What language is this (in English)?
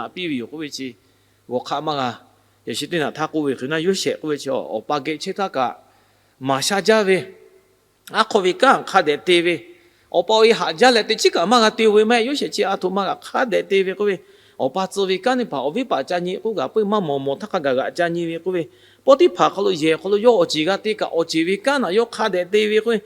Lahu